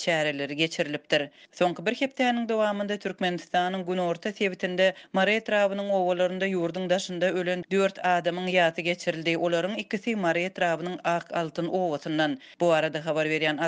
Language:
Turkmen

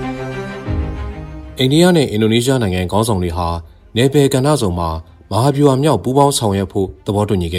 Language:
Burmese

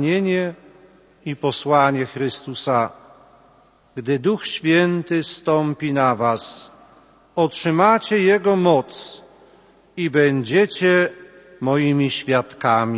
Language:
Polish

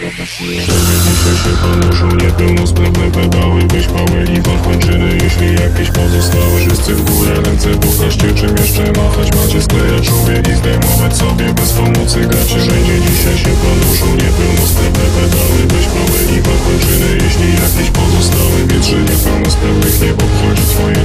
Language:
Polish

